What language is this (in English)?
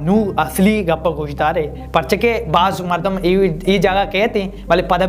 Baluchi